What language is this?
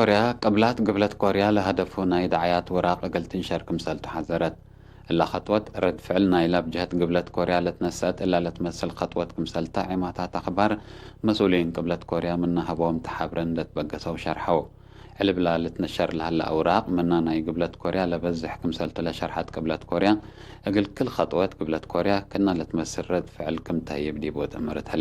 Tigre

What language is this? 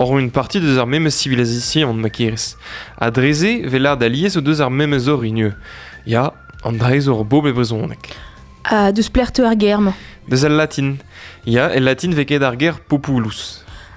Breton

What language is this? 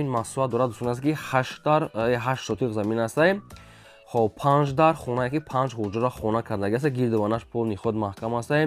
Tajik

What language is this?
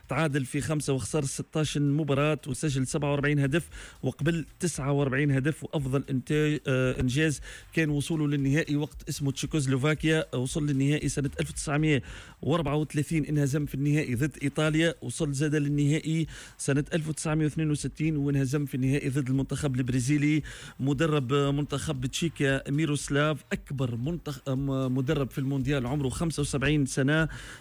Tunisian Arabic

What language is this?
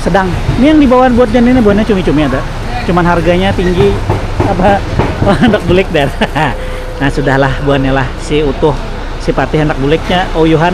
Banjar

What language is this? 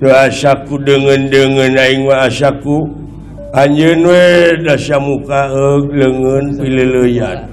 Sundanese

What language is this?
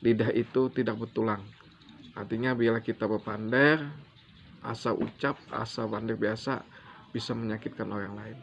Banjar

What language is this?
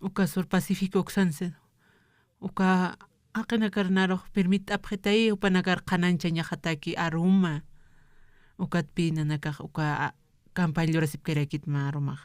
Aymara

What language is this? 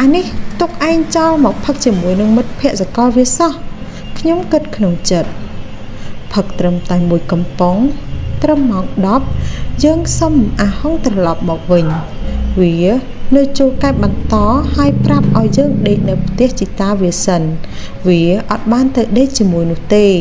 Khmer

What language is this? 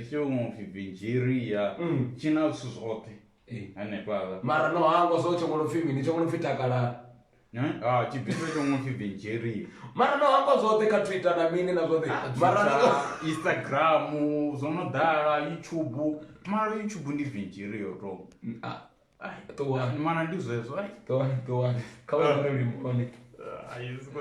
Venda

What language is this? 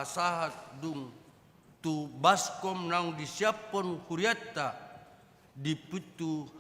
Batak Toba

